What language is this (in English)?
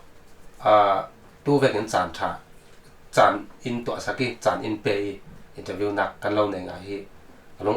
Falam Chin